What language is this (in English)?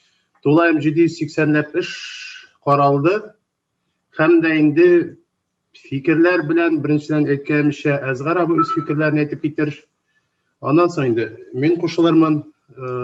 Tatar